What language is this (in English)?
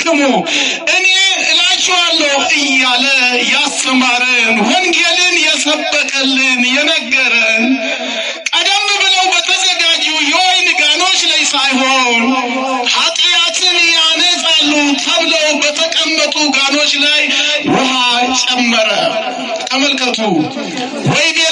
Amharic